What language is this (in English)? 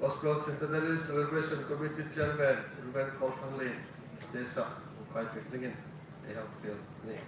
Hmar